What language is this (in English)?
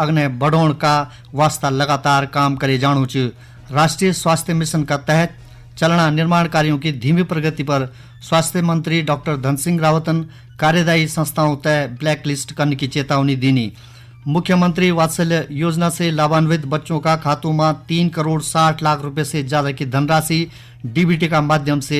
Garhwali